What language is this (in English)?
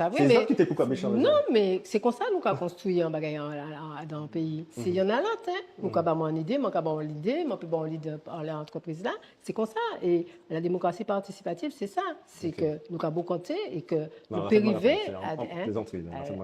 Guadeloupean Creole French